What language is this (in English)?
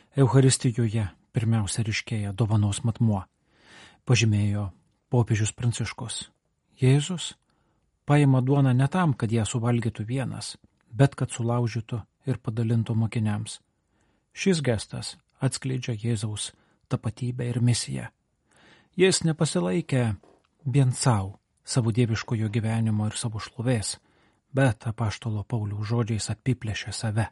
Lithuanian